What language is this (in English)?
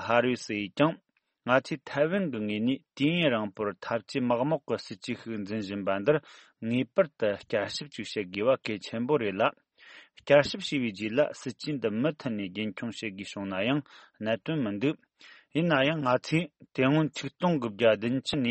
Tibetan